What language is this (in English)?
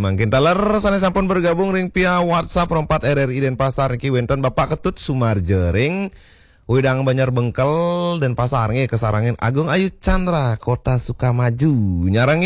Balinese